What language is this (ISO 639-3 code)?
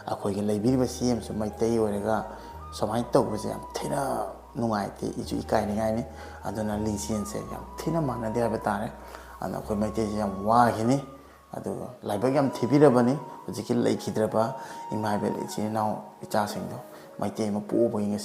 mni